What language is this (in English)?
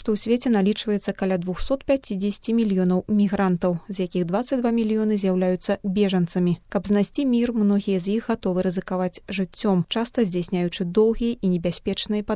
Belarusian